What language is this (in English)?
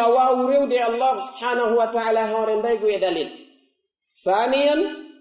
Pular